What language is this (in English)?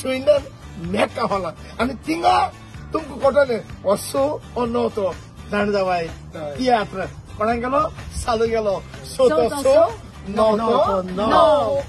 Konkani